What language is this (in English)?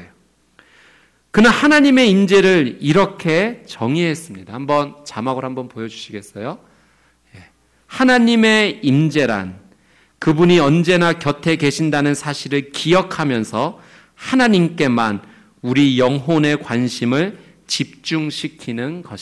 Korean